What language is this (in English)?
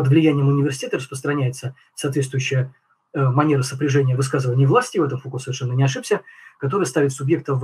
Russian